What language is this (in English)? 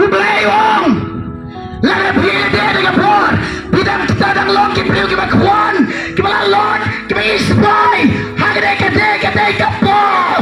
Khasi